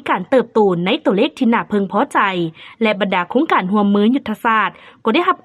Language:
Lao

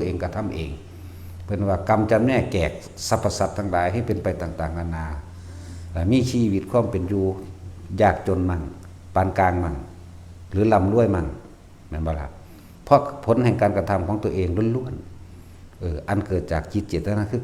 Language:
Northeastern Thai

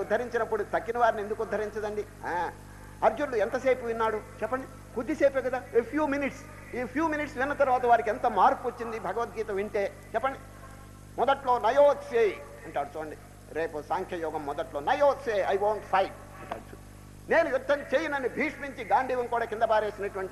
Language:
Telugu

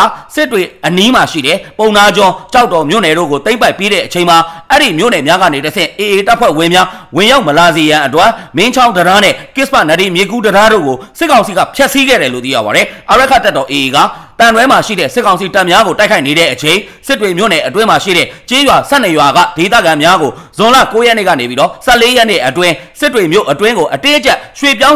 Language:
Burmese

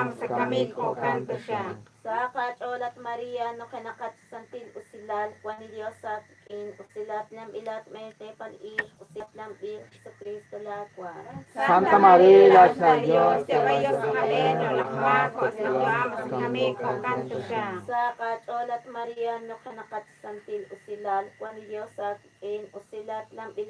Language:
Kekchí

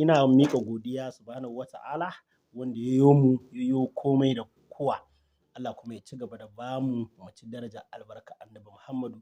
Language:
Hausa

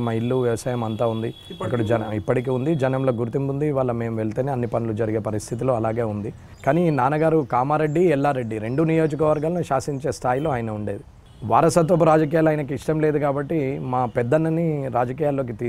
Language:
Telugu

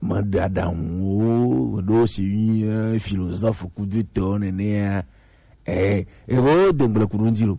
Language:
Gen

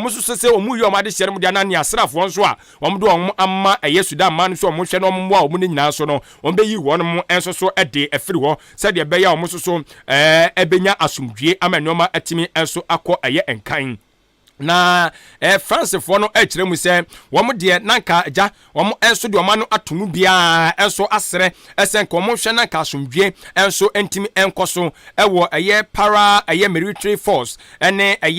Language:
Akan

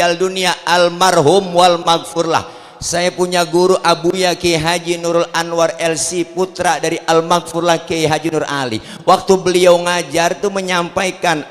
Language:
Betawi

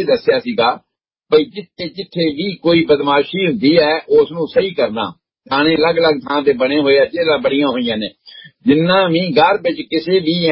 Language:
Punjabi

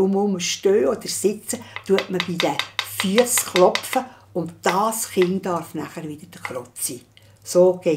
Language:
Swiss German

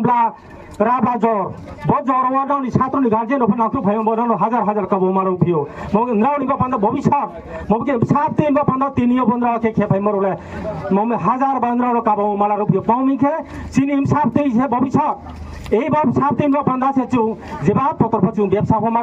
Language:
Riang (India)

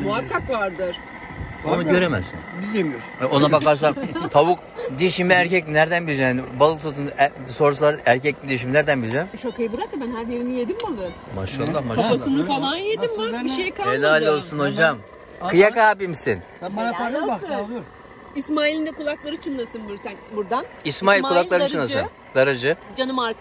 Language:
Turkish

